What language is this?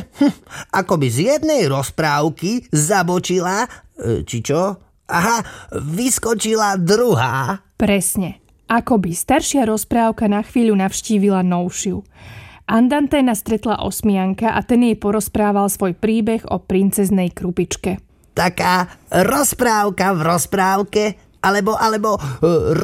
Slovak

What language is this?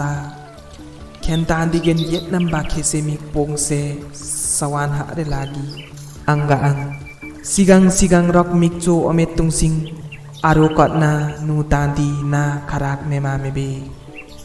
Limbu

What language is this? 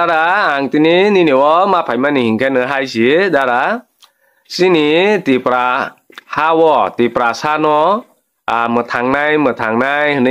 Kok Borok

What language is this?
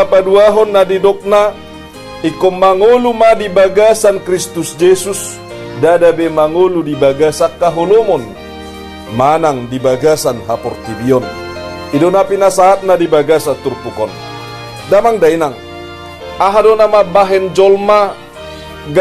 Batak Toba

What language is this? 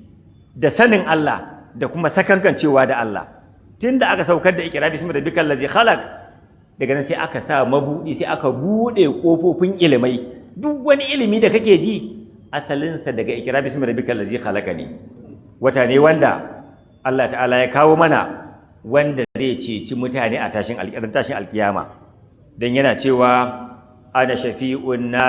Hausa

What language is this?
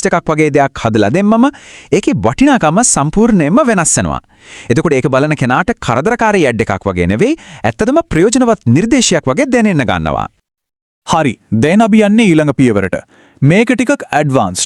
Sinhala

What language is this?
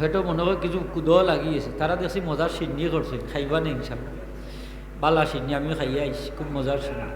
Sylheti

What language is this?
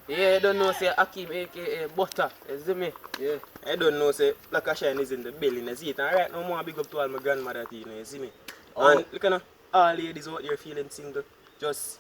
Jamaican Creole English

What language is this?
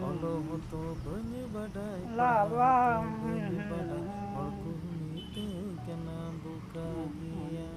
Santali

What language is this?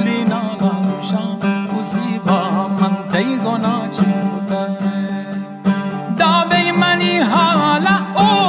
Baluchi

